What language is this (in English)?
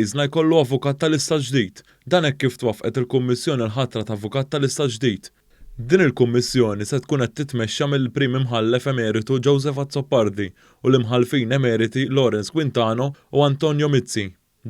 Maltese